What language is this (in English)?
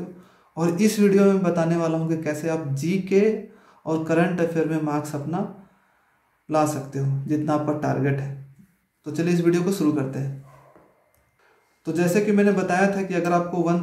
Hindi